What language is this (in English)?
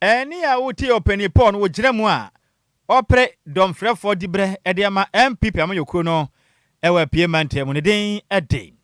Akan